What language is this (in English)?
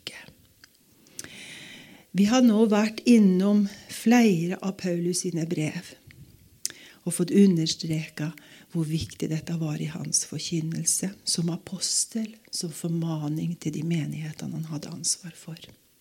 Norwegian